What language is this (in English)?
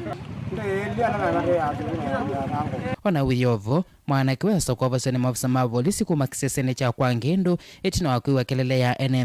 Kamba